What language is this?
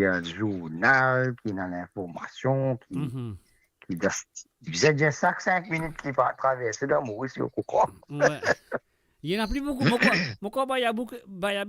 Morisyen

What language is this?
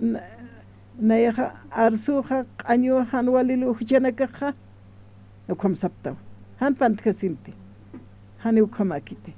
Aymara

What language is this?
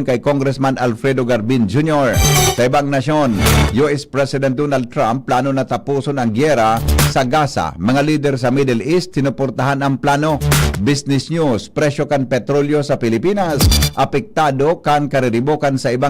Bikol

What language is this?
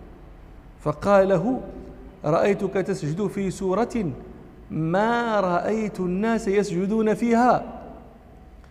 Arabic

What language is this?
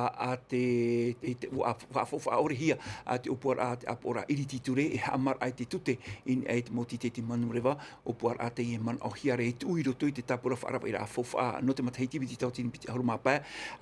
Tahitian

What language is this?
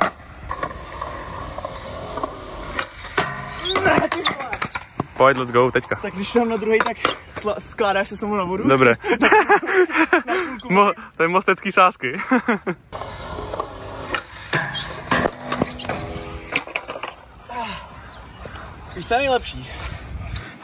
Czech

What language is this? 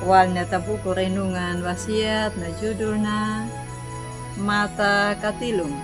Anakalangu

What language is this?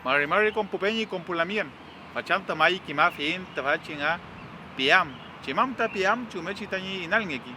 Mapuche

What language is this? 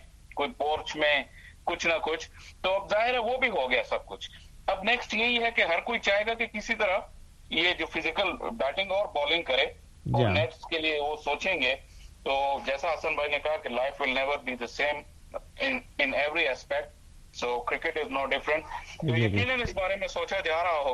Urdu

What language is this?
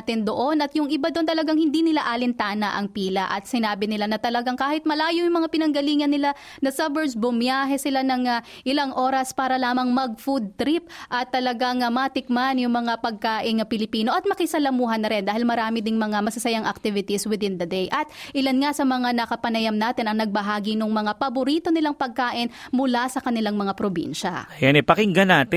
Filipino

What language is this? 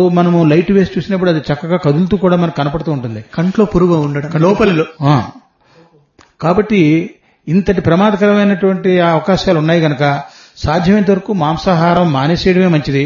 Telugu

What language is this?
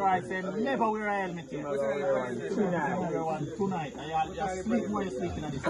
Jamaican Creole English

